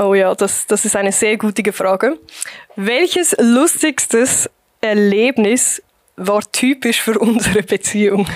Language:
Swiss German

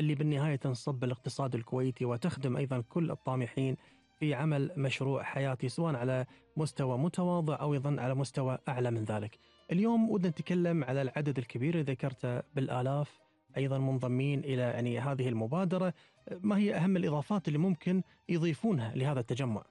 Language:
Gulf Arabic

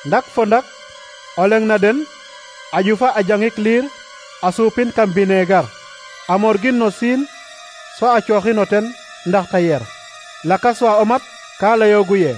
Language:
Serer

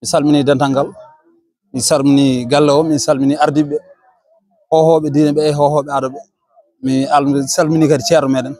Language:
Fula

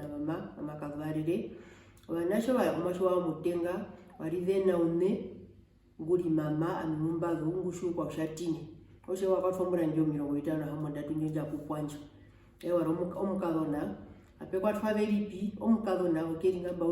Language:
Herero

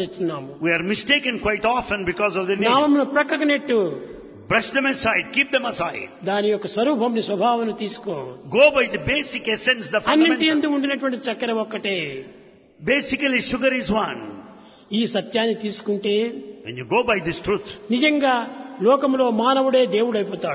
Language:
Telugu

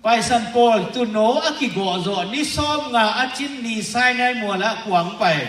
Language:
Tedim Chin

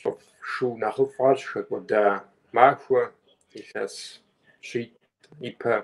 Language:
Kabardian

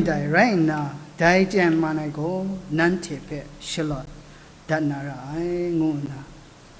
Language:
Kachin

